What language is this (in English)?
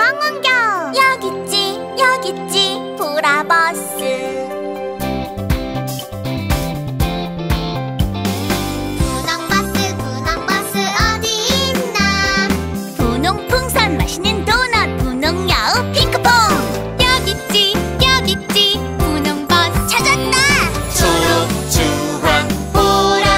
Korean